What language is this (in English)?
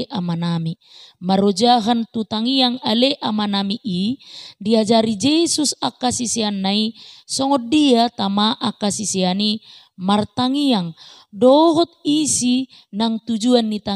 Batak Toba